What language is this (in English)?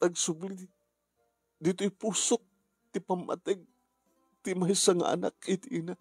Iloko